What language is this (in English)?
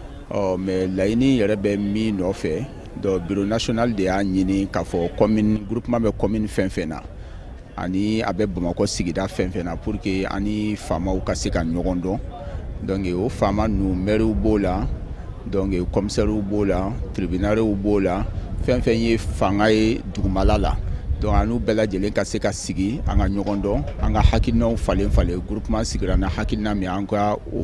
Bambara